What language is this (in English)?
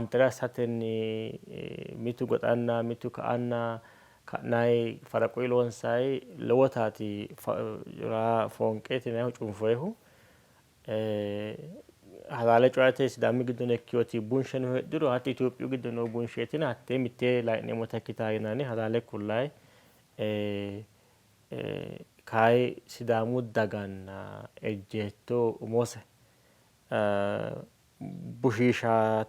Sidamo